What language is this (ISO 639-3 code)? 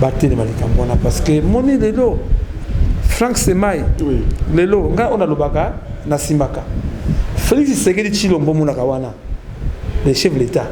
lin